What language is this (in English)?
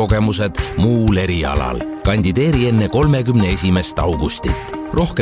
Estonian